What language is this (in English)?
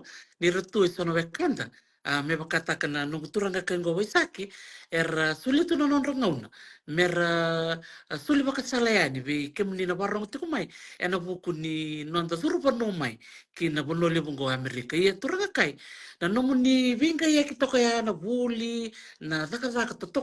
Fijian